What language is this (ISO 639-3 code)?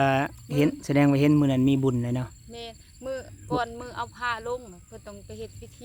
lao